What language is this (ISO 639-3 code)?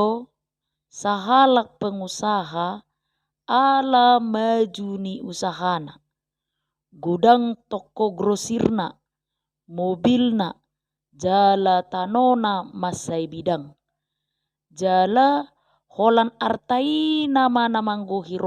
bbc